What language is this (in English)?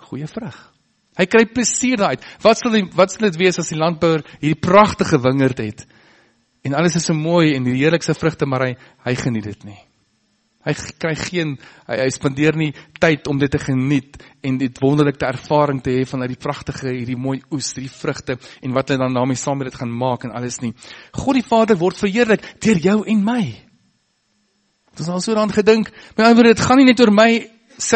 Afrikaans